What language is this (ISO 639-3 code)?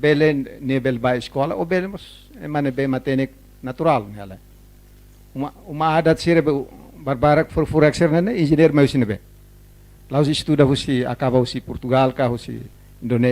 tet